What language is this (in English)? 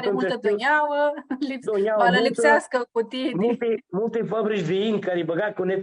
Aromanian